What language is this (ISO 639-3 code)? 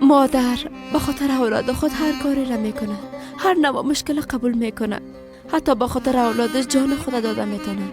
fas